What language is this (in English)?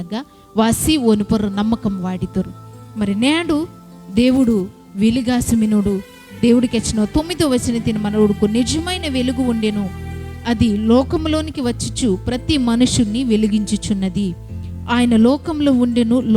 Koya